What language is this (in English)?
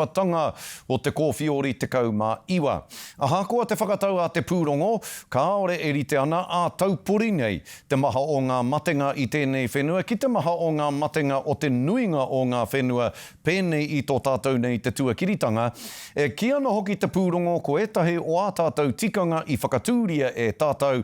Māori